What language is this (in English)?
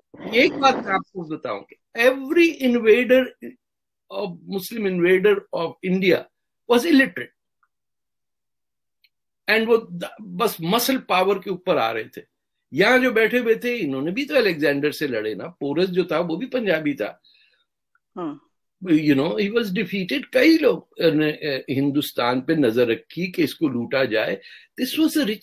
Urdu